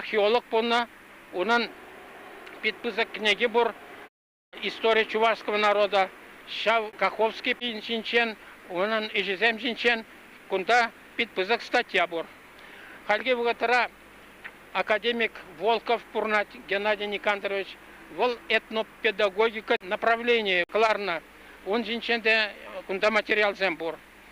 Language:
Chuvash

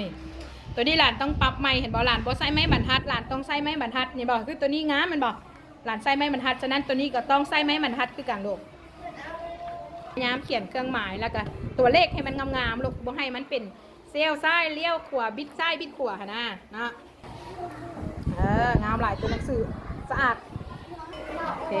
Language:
Lao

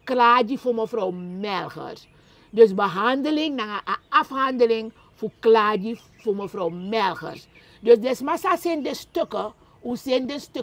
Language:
Sranan Tongo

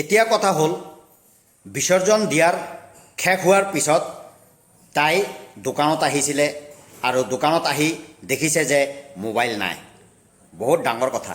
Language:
Assamese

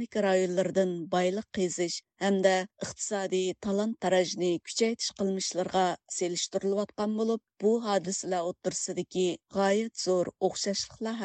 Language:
Uyghur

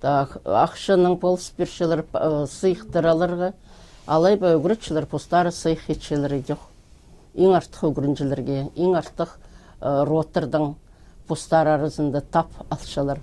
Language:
Khakas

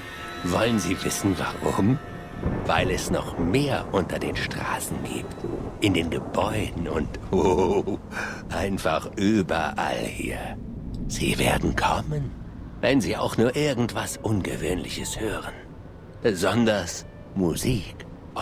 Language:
Bavarian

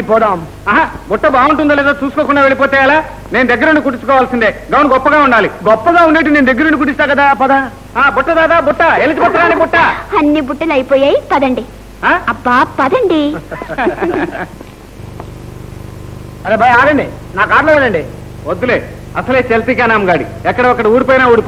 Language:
Telugu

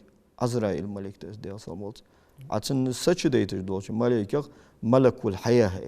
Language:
Ingush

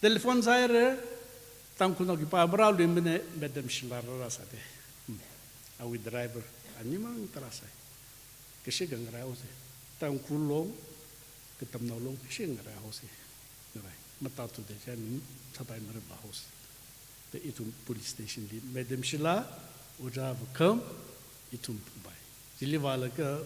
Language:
Tangkhul Naga (India)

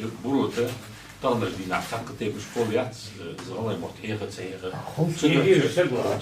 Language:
Ingush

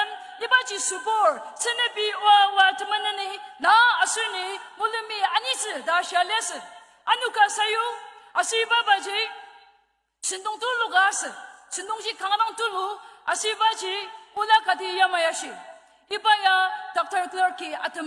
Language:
Ao Naga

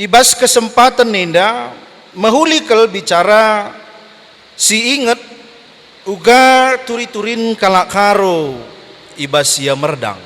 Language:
Batak Karo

